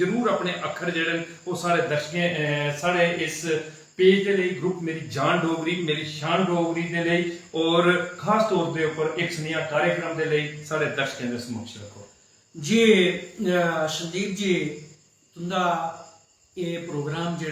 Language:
Dogri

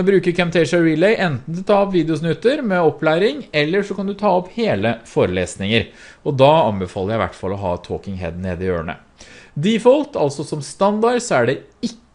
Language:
Norwegian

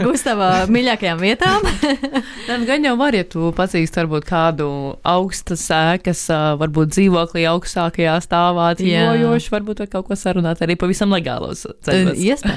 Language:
Latvian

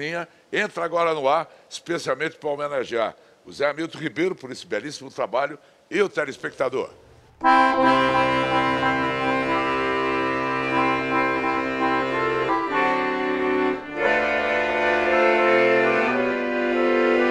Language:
Portuguese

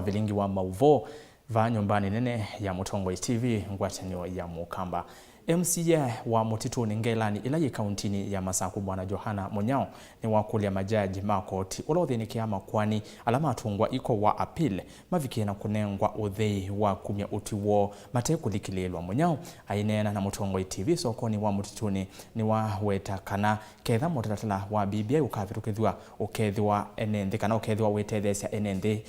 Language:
Kamba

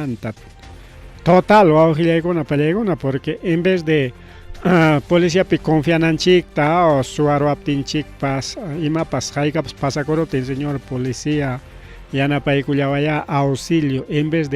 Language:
Ayacucho Quechua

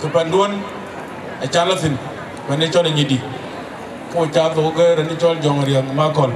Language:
Dinka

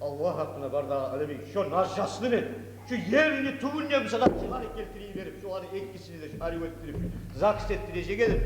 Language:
Kumyk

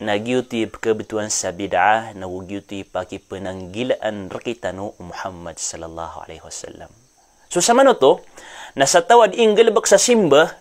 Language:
Maranao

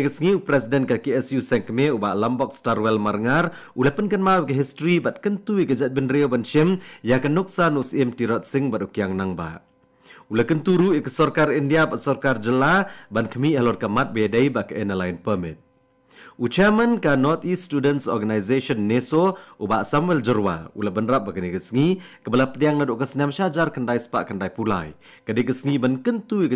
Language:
Khasi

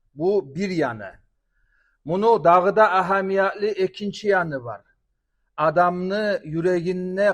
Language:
Kumyk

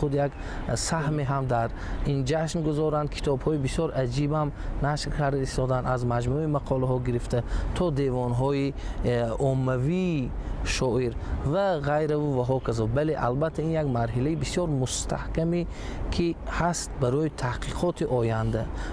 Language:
Tajik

